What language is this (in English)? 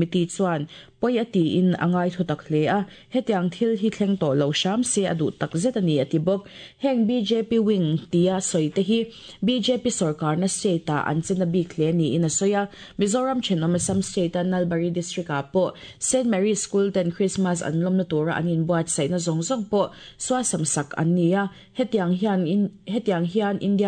Mizo